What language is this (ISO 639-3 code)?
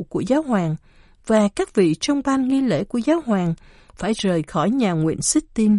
vie